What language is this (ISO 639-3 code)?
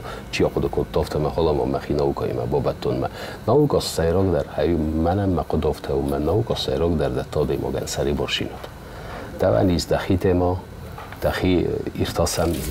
oss